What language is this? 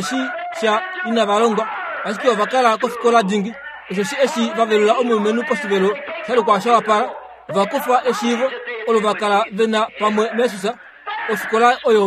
Kuanyama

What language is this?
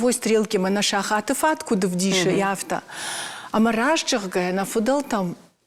Ossetic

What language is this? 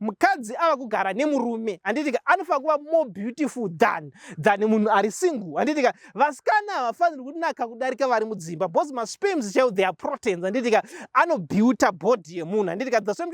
Shona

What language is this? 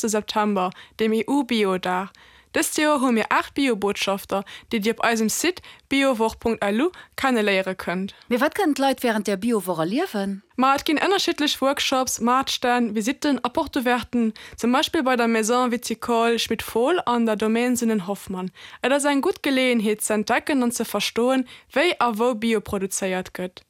Luxembourgish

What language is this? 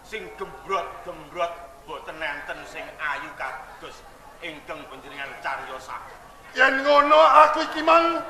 Javanese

